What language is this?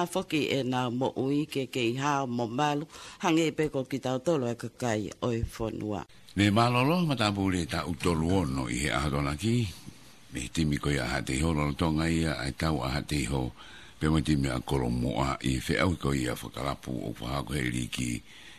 Tongan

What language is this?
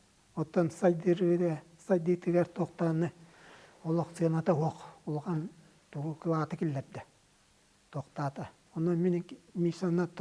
Yakut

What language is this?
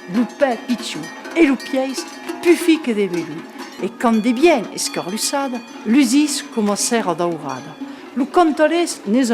Occitan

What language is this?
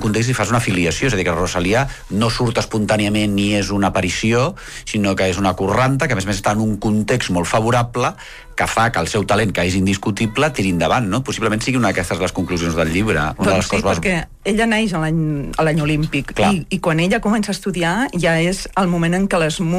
Catalan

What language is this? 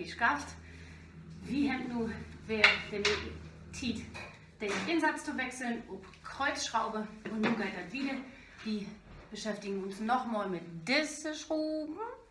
Low German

